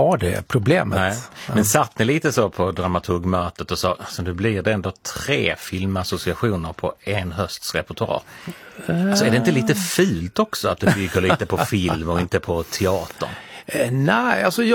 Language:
Swedish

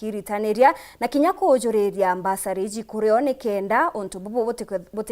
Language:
Meru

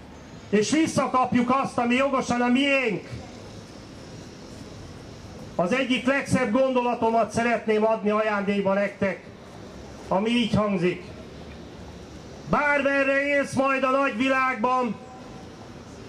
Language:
Hungarian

